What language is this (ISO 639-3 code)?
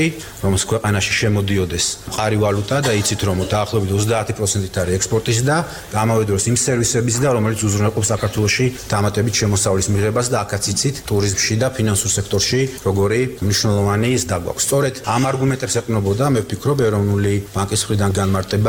kat